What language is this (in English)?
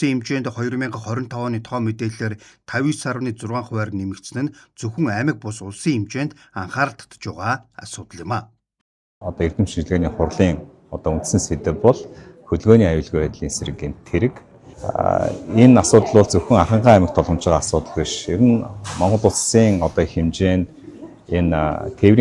Mongolian